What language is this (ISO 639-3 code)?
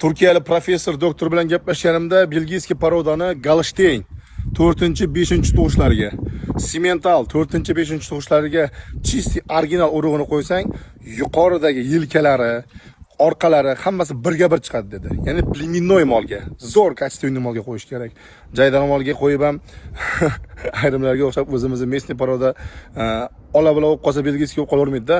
uzb